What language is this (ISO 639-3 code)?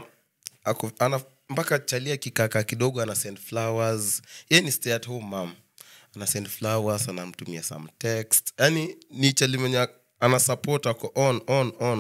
swa